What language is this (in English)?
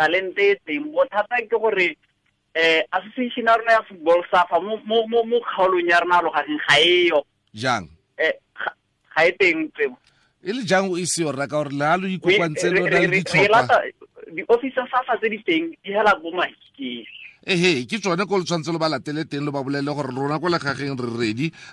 Tswana